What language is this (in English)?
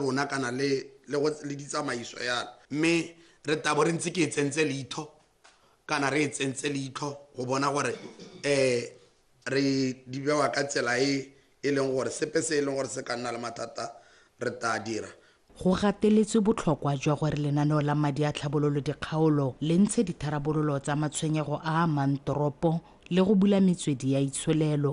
Tswana